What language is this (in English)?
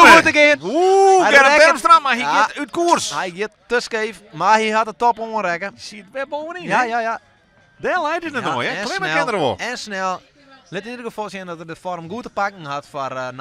Western Frisian